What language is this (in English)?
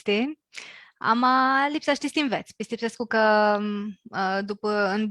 Aromanian